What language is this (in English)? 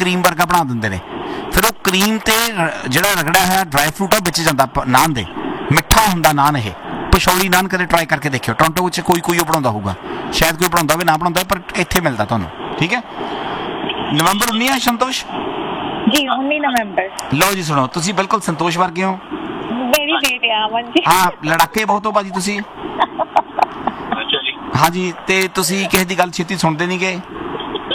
Punjabi